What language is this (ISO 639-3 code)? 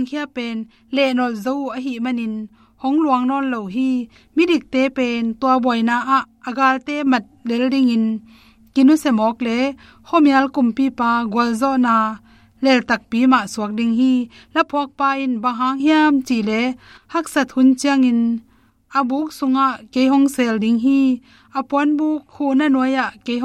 ctd